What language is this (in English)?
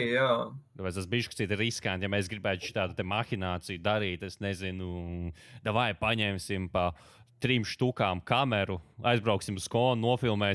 Latvian